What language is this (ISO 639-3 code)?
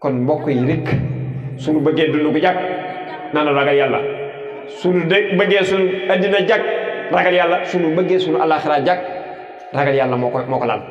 wol